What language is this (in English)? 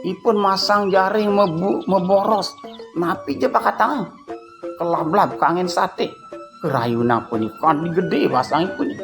Balinese